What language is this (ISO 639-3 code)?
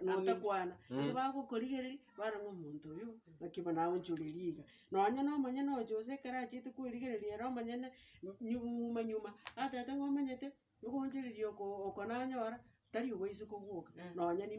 guz